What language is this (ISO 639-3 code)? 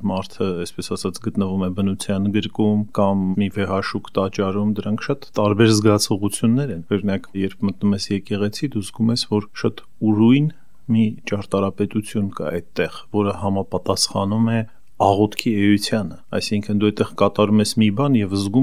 hye